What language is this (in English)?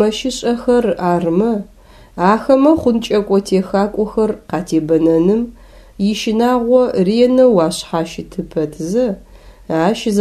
Adyghe